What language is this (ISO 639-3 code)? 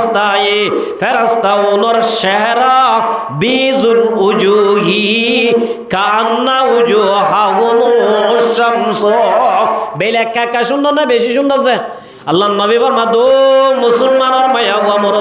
rhg